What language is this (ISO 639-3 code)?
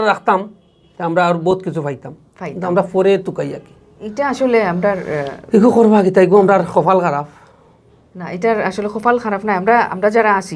syl